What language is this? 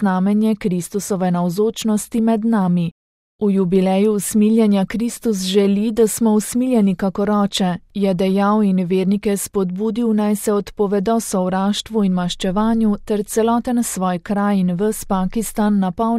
Slovenian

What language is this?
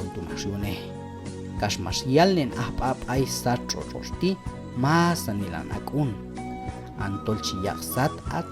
Q'anjob'al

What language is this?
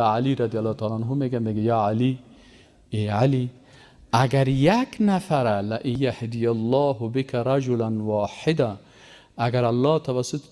Persian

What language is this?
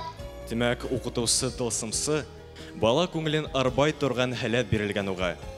Bashkir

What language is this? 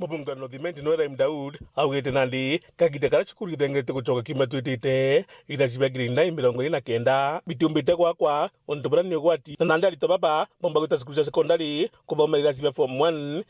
Meru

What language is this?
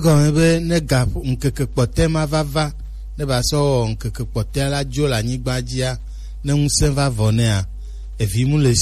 Gen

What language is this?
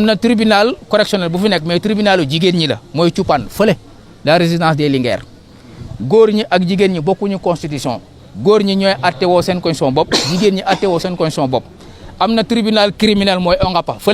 Wolof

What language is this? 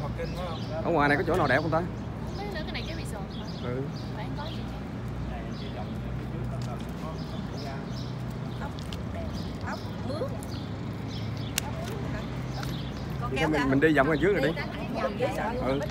Vietnamese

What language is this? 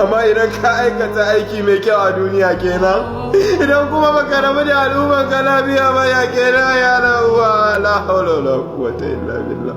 Hausa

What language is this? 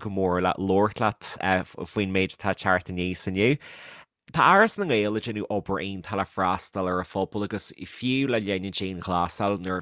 Irish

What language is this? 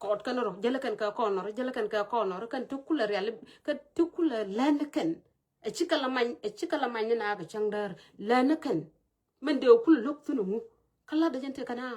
Nuer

